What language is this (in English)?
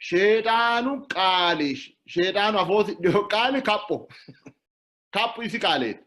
Sidamo